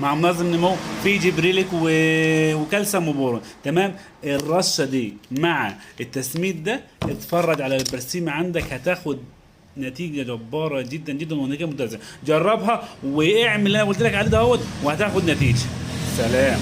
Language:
Egyptian Arabic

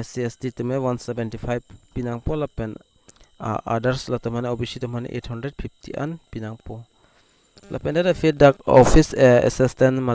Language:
Karbi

